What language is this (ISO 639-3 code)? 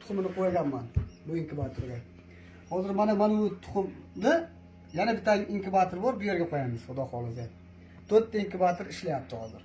uzb